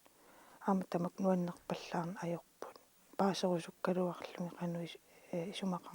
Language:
Kalaallisut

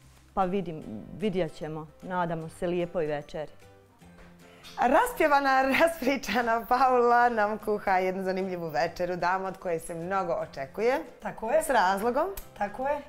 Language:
Bosnian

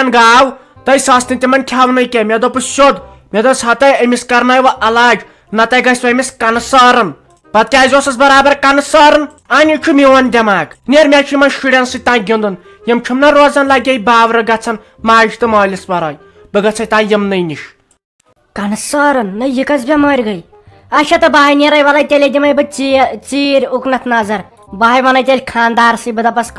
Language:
Kashmiri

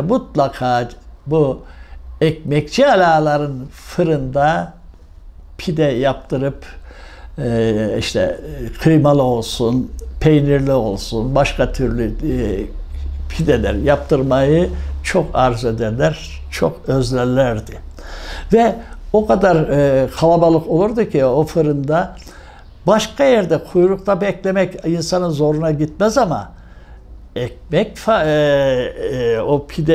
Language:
Turkish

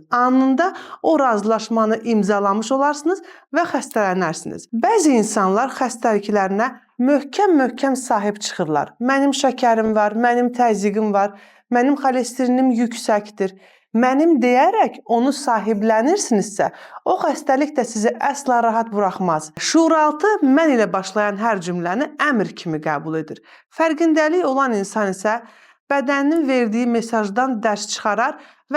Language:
Azerbaijani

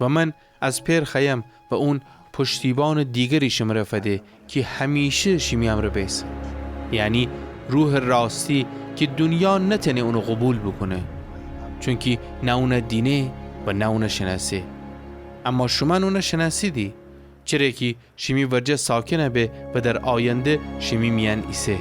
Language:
Gilaki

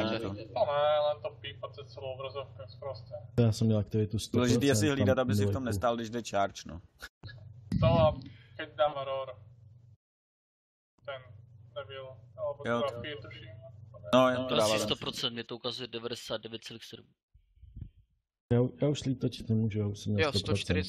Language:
Czech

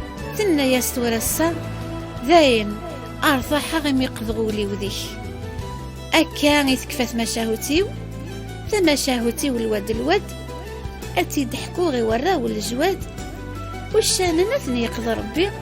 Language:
Kabyle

